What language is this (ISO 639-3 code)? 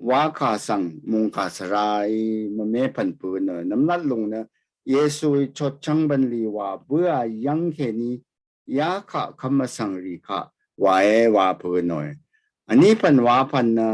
raw